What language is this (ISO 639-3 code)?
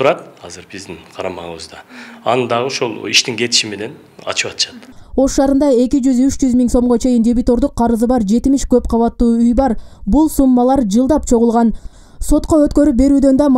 kir